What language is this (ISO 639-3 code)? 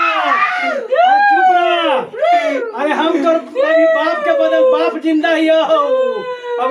mag